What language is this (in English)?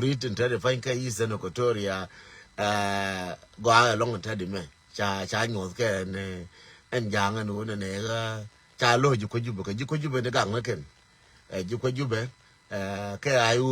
Nuer